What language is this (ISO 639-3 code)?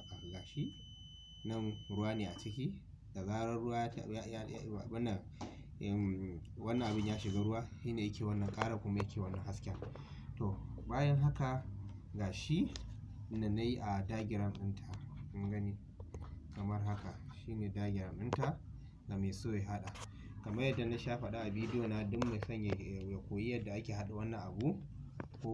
hau